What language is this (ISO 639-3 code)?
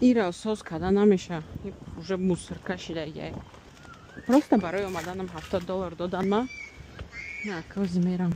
tgk